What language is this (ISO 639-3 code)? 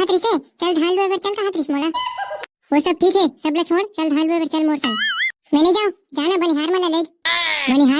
hne